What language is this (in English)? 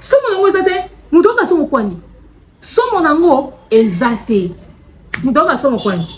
Lingala